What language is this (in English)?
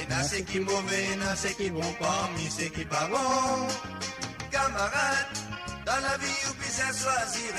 Morisyen